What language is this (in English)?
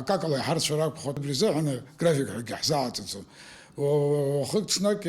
Abkhazian